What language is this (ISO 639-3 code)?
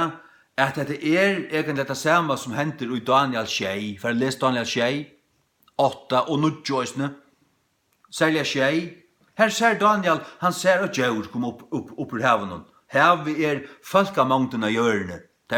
fao